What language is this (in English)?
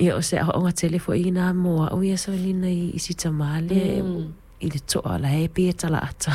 Samoan